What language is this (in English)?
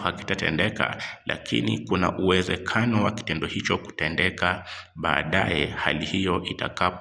Swahili